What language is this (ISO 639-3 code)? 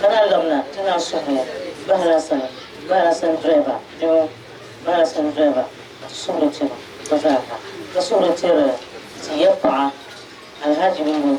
dag